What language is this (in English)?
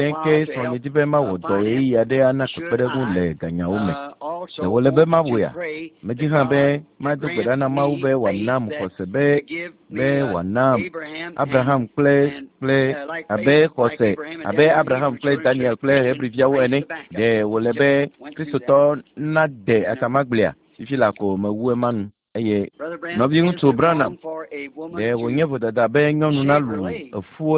Ewe